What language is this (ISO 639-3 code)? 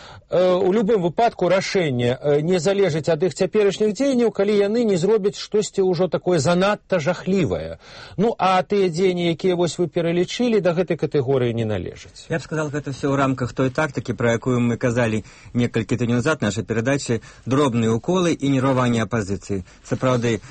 bel